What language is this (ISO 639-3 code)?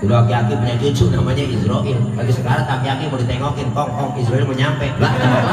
bew